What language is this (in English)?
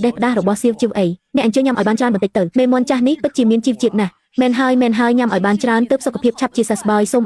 Khmer